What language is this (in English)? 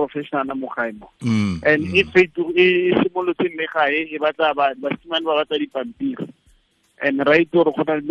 Tswana